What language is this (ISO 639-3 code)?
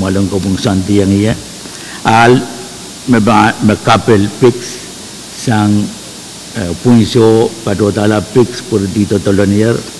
pon